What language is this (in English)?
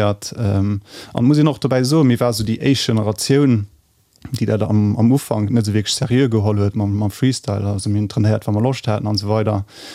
Luxembourgish